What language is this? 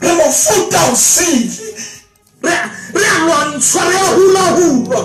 Southern Sotho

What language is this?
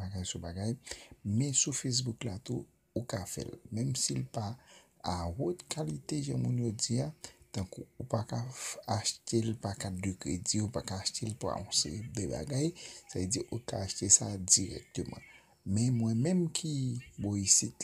Haitian Creole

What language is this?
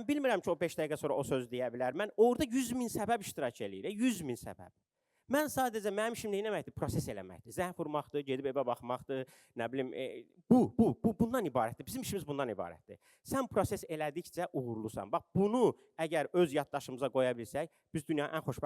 Azerbaijani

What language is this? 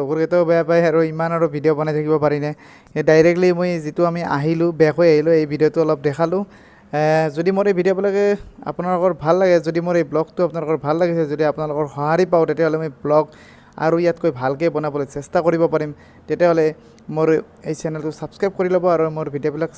Assamese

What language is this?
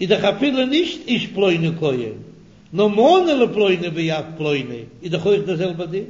Yiddish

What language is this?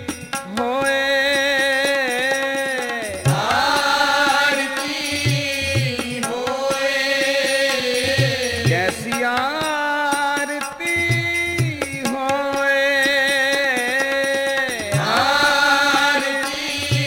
Punjabi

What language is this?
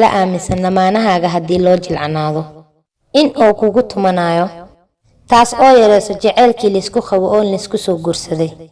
Somali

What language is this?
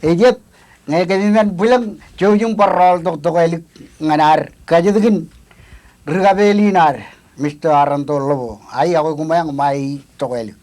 Marshallese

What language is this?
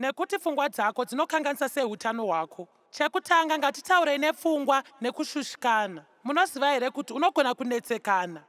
Shona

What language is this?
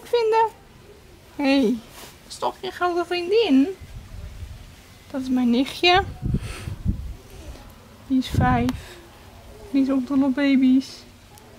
Dutch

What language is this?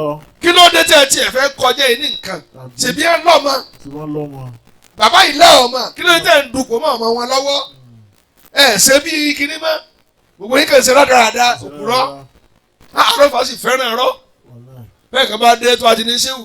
Yoruba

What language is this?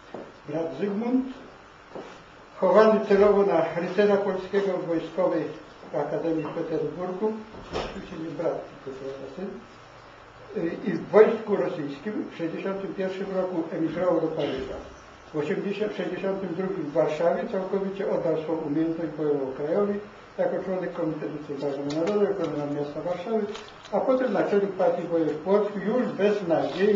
Polish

